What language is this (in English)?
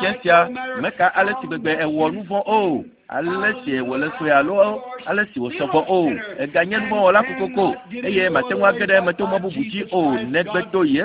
Ewe